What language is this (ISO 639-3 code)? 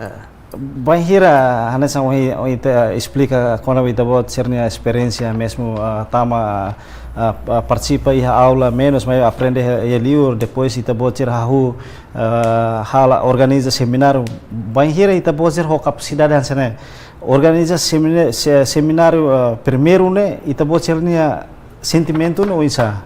tet